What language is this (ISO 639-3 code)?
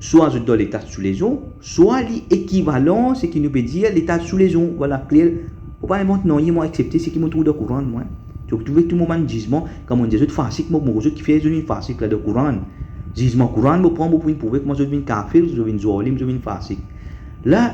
mfe